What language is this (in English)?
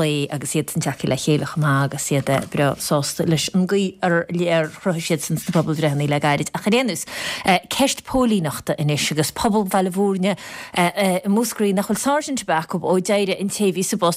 Irish